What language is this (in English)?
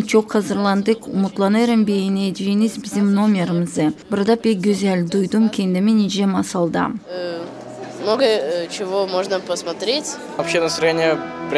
Gagauz